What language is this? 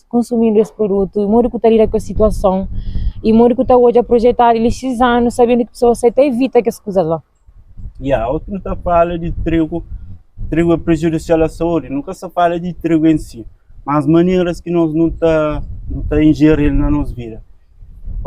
Kabuverdianu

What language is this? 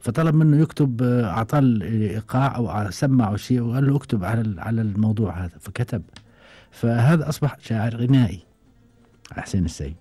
Gulf Arabic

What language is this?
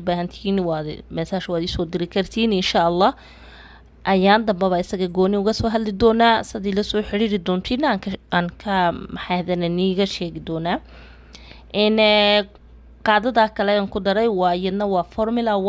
Somali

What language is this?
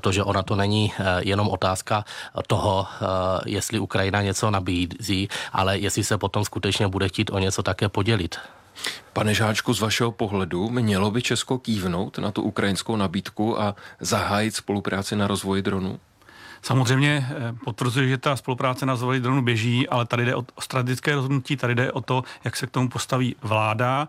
Czech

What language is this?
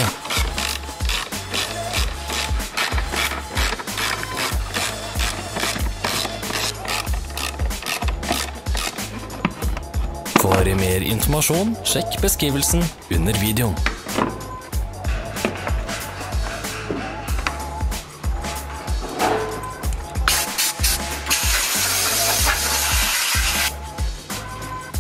Norwegian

